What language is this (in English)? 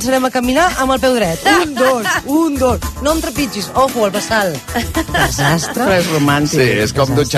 Catalan